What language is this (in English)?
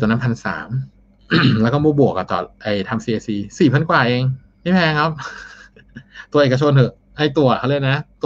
Thai